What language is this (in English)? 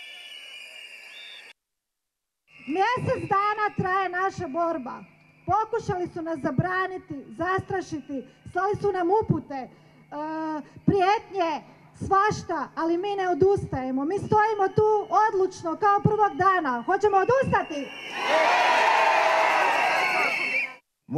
Croatian